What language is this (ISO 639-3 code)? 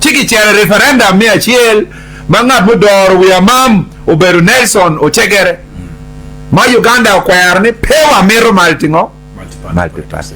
ach